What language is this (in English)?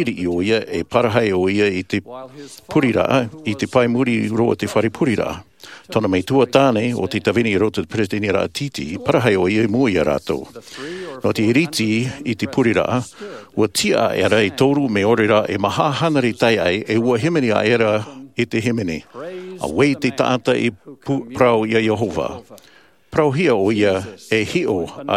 Tahitian